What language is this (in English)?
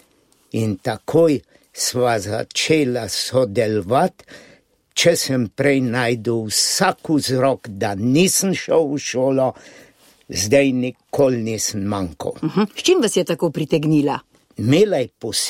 Slovenian